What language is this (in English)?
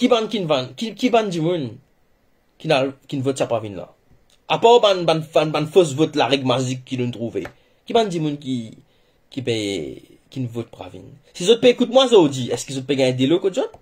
Morisyen